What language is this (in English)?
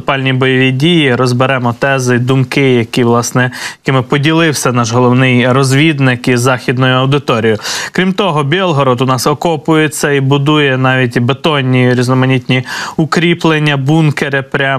Ukrainian